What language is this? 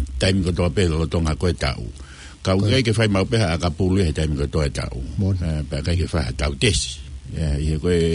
Tongan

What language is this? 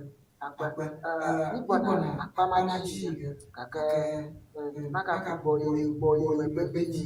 Ewe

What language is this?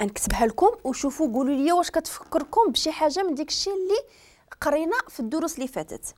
Moroccan Arabic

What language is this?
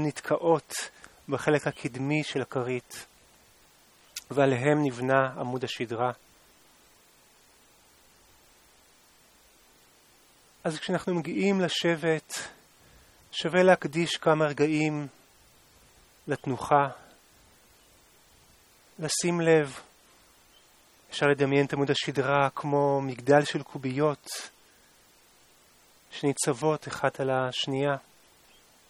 Hebrew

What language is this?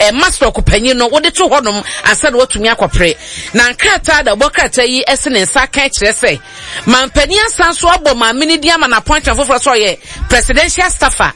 Akan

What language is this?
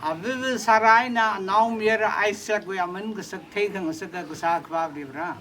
Tangkhul Naga (India)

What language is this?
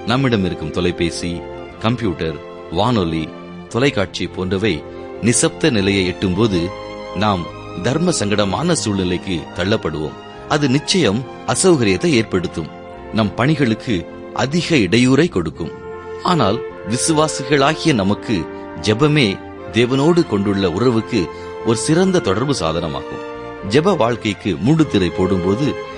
Tamil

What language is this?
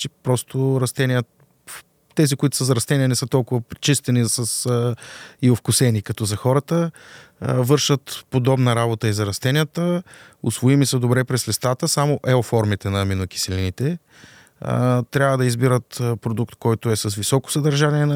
Bulgarian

